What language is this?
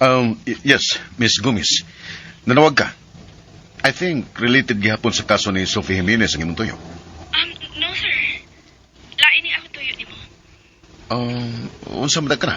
Cebuano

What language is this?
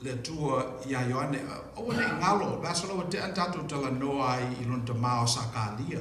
Samoan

